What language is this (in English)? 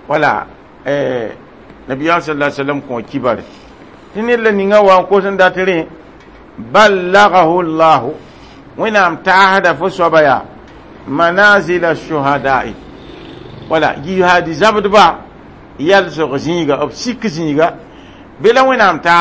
Mossi